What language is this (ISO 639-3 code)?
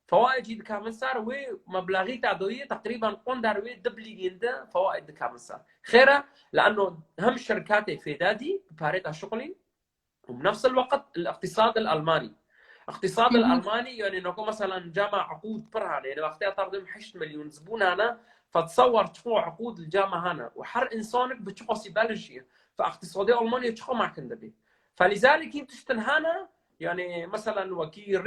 kur